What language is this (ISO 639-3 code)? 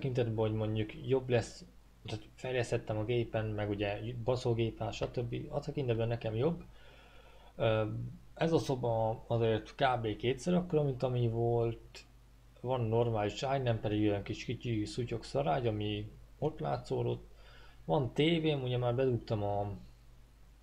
hun